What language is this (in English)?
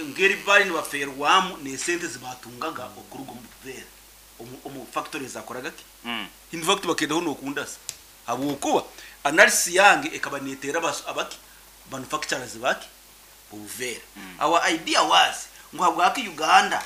Nyoro